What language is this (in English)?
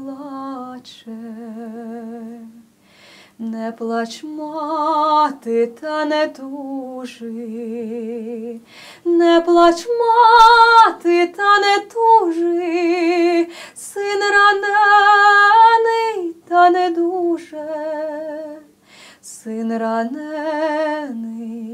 Ukrainian